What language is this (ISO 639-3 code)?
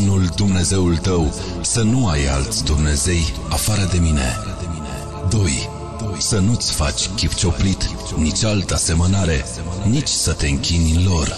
ron